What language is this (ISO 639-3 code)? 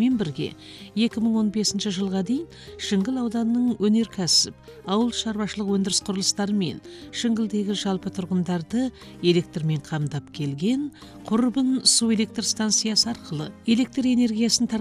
kaz